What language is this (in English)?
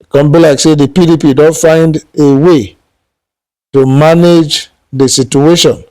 Nigerian Pidgin